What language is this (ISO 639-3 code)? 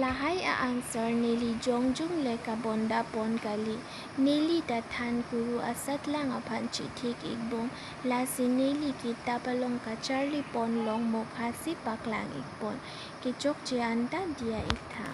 mjw